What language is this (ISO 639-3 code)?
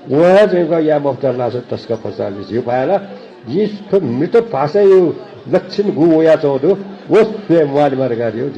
new